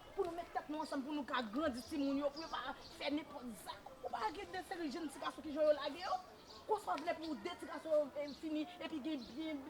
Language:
Haitian Creole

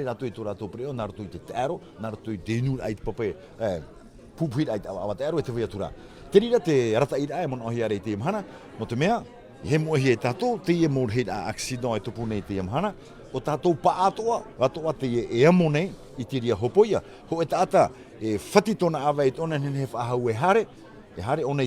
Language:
Tahitian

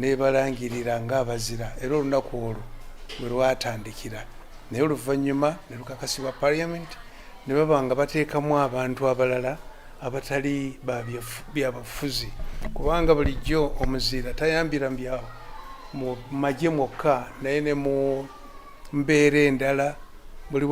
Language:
Ganda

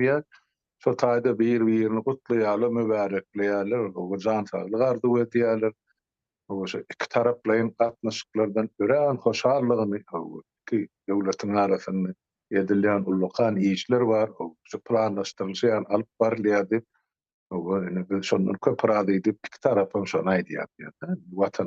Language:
Turkmen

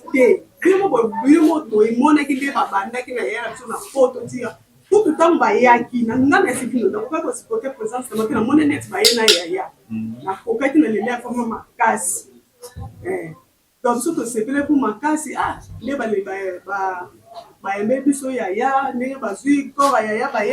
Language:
Lingala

